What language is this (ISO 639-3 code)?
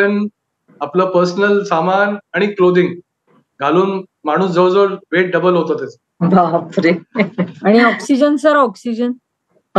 mar